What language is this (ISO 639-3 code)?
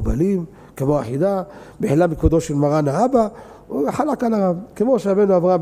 heb